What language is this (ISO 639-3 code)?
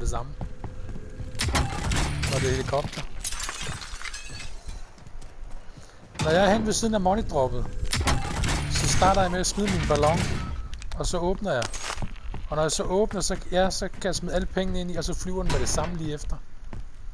dan